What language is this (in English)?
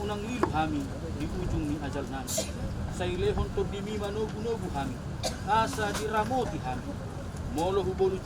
Batak Toba